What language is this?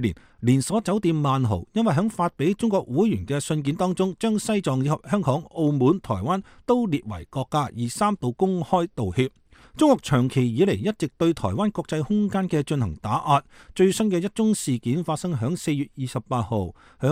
Cantonese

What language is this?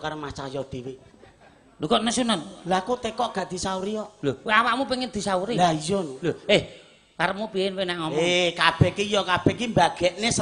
Javanese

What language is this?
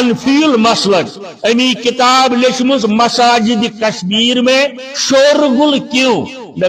Kashmiri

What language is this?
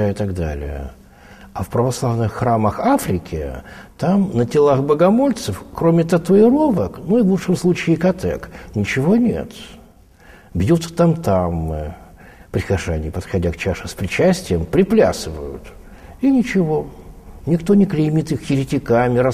Russian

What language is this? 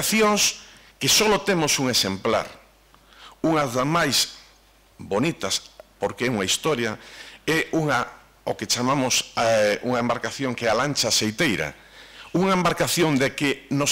Galician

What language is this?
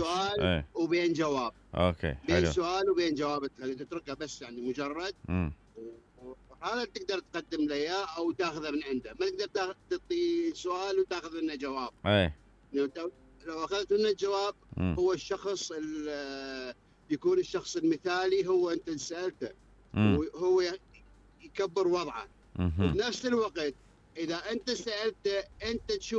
Mesopotamian Arabic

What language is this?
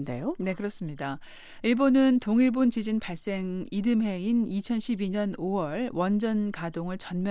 Korean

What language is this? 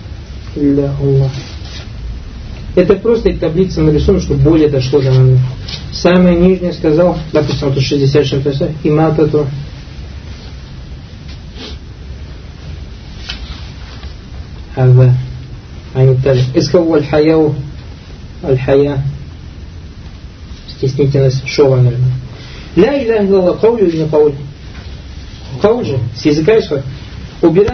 Russian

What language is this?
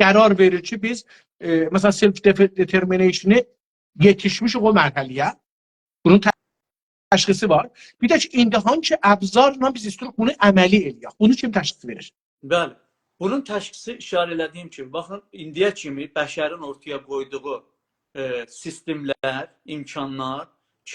South Azerbaijani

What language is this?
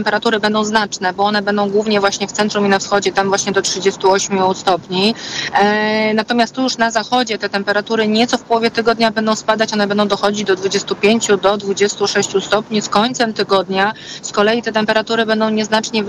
Polish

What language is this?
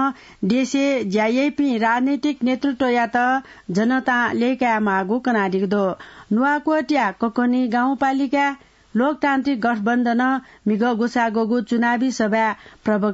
Newari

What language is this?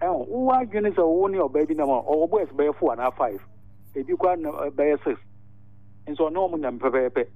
Akan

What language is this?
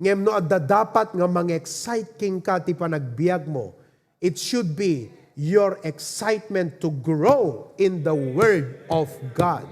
Iloko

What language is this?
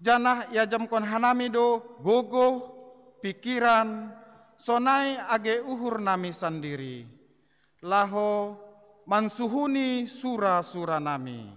Batak Simalungun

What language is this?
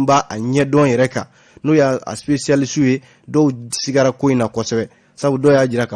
Bambara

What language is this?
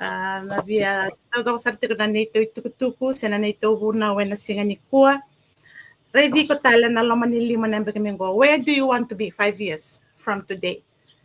Fijian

